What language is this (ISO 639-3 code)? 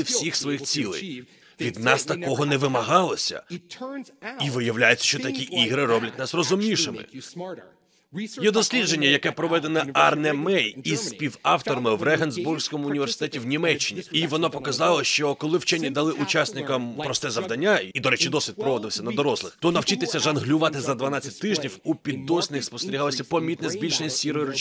ukr